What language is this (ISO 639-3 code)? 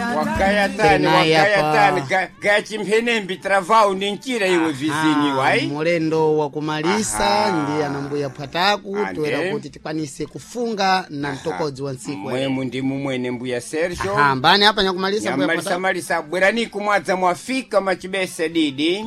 seh